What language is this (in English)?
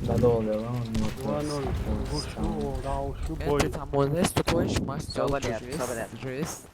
Chechen